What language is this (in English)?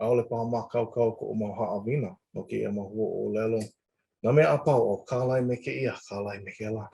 Hawaiian